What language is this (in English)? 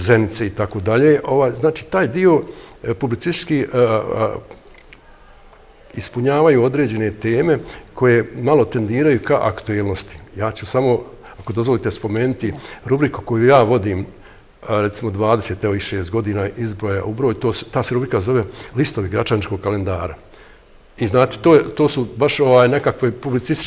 Bosnian